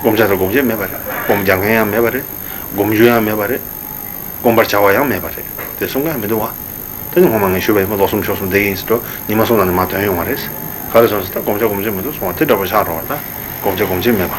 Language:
Tibetan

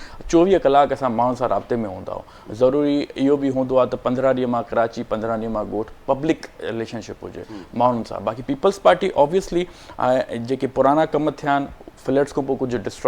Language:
Sindhi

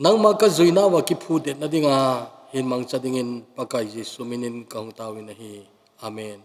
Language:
Thado Chin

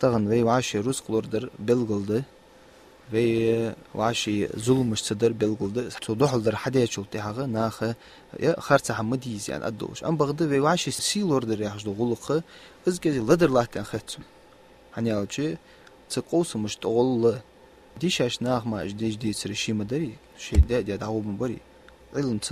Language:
Ingush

